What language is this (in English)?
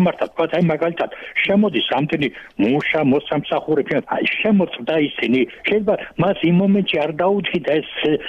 Georgian